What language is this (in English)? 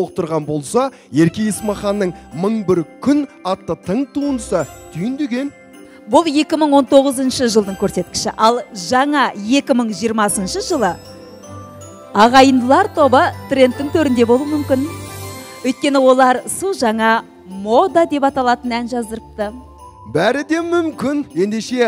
Kazakh